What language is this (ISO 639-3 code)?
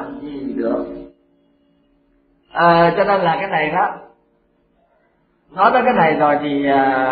vie